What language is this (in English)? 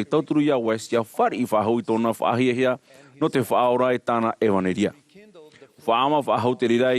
Tahitian